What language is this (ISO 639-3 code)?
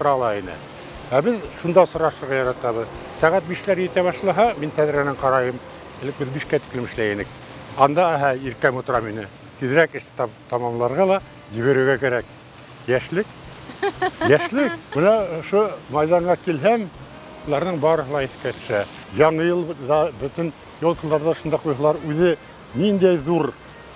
bak